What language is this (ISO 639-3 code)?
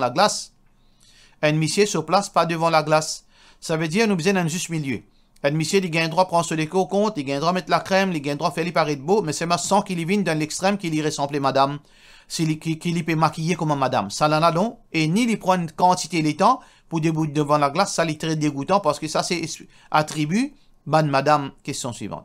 mfe